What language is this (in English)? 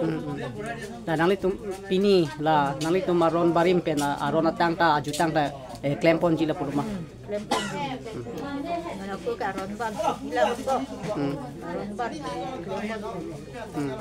Karbi